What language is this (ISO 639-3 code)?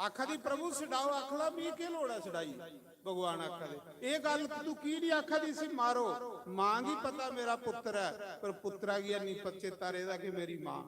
doi